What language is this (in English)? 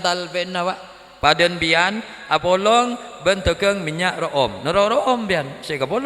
Madurese